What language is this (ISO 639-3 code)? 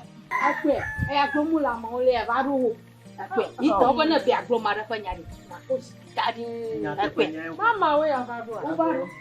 ewe